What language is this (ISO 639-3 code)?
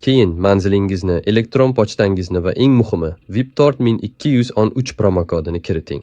uzb